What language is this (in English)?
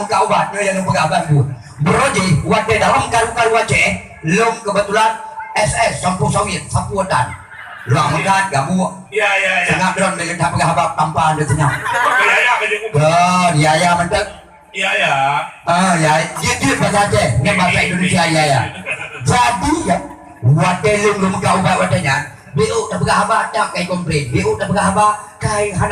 Achinese